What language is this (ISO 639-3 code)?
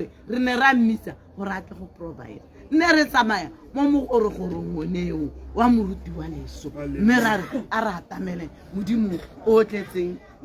tsn